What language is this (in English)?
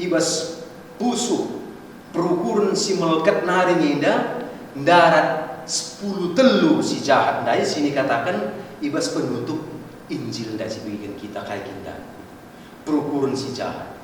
Batak Karo